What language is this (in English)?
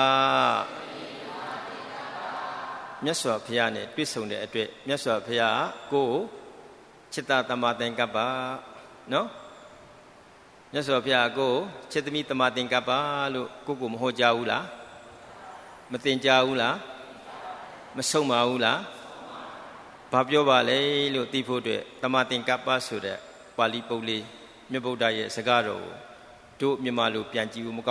Burmese